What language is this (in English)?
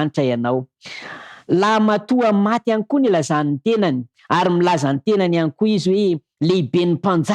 Malagasy